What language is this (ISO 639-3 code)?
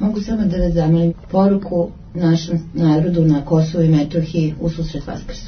srp